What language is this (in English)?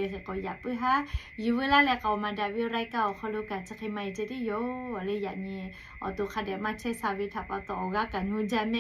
Lahu